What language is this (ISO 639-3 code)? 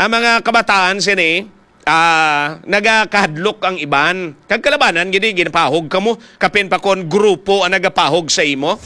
hil